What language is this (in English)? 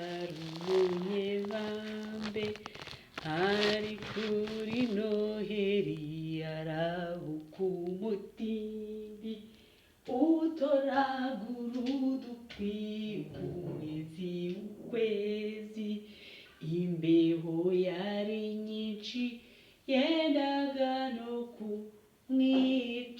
Kinyarwanda